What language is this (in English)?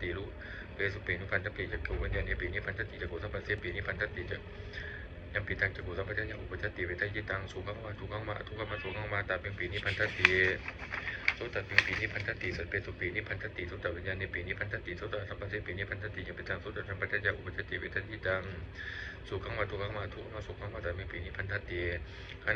Pali